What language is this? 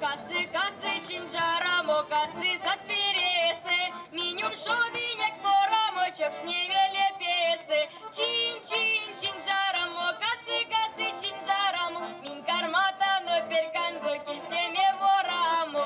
Erzya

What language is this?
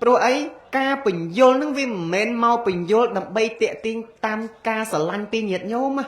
Khmer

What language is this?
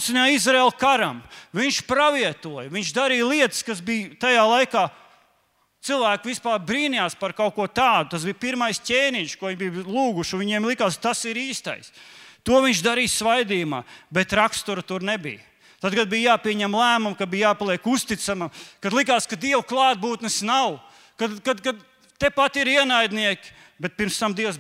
Latvian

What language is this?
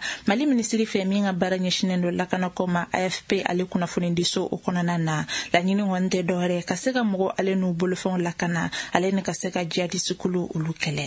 Bambara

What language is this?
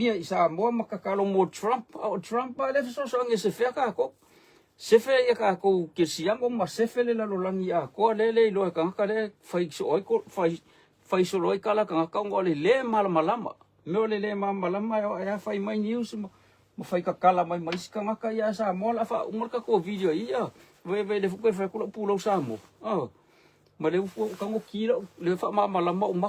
Samoan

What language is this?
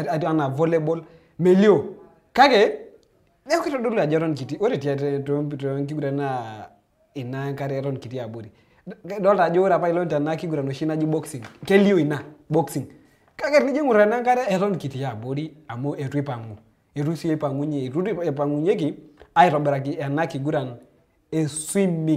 Masai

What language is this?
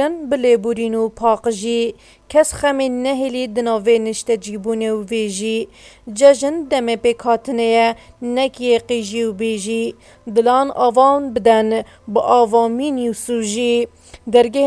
Kurdish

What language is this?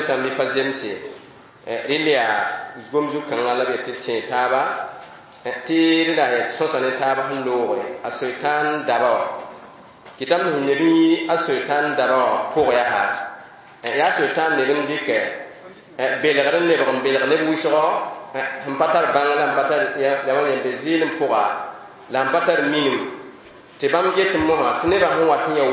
Mossi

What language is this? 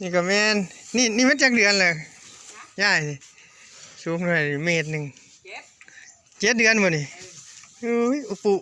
Northeastern Thai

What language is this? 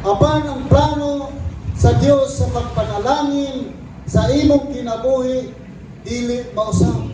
Cebuano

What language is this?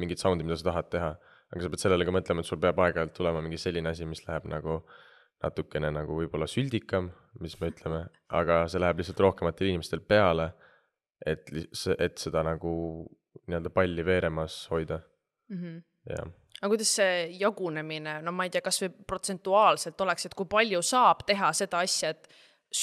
Estonian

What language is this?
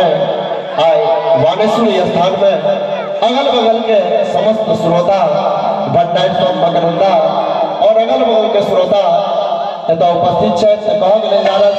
Maithili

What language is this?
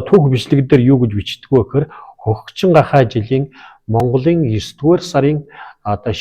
Mongolian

